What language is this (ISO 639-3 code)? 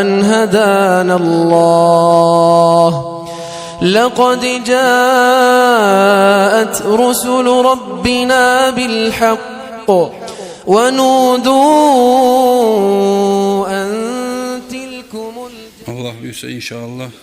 kum